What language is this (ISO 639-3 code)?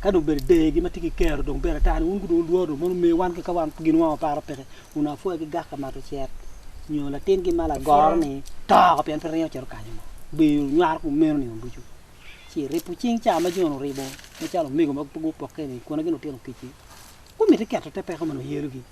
ach